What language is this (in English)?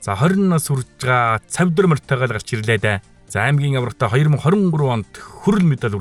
Mongolian